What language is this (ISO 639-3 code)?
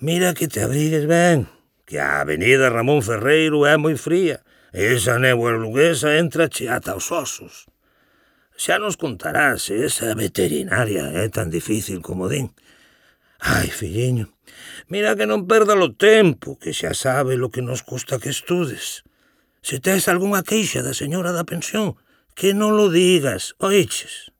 glg